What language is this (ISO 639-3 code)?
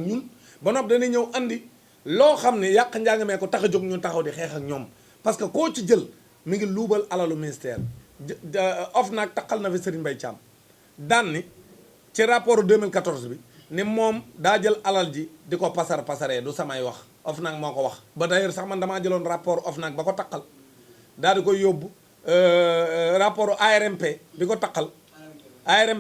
wol